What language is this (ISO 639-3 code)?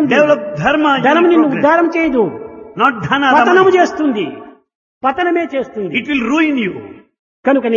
tel